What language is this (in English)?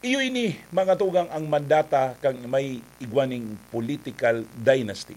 Bikol